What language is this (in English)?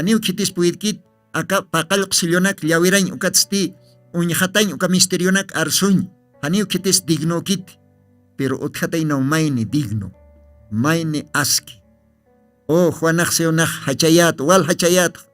Aymara